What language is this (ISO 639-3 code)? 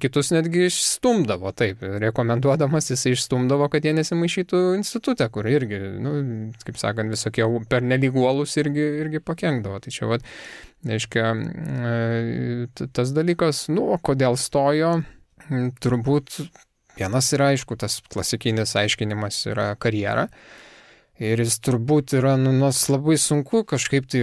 lit